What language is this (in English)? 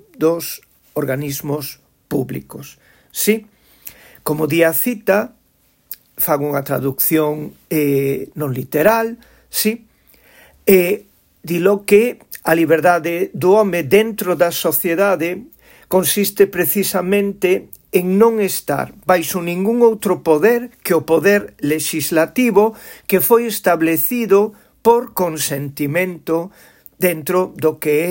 Galician